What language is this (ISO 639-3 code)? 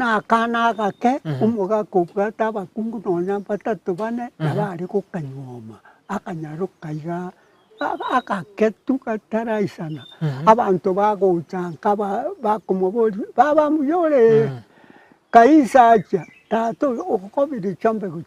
guz